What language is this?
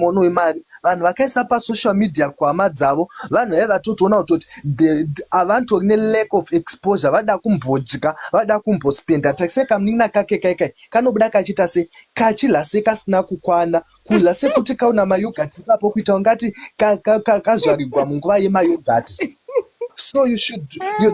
Shona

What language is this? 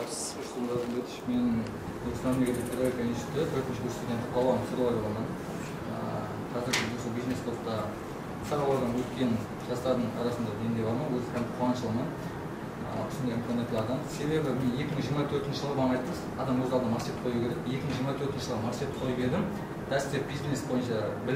Kara-Kalpak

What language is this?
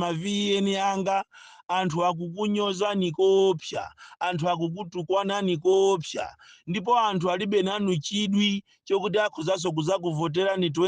Nyanja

